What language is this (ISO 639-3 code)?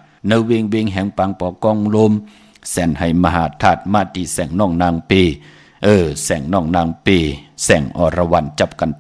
shn